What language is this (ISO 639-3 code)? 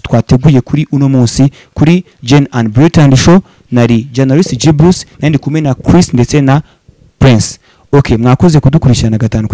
kin